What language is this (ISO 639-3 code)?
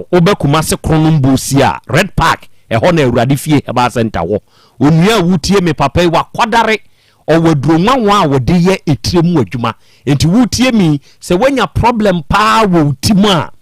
aka